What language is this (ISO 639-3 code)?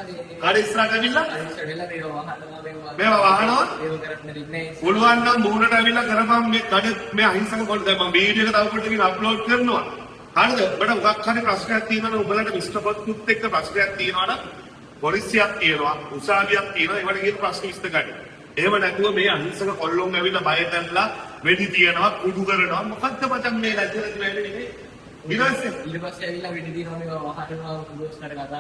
sin